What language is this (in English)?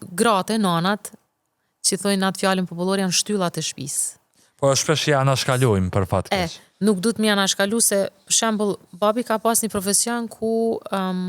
Albanian